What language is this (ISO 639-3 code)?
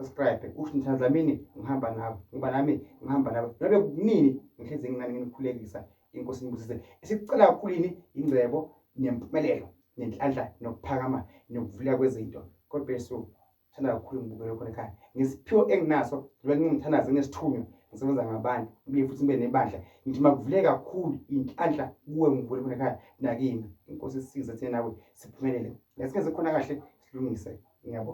zul